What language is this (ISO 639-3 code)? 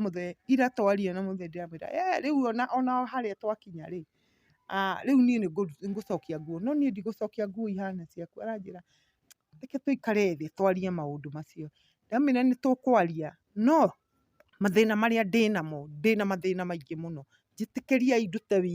kik